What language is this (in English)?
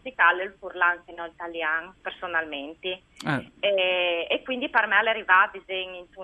Friulian